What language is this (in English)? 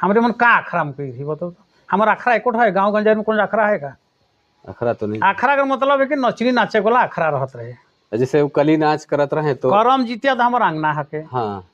Sadri